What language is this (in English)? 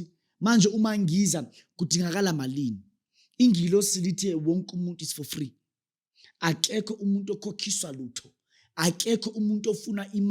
Zulu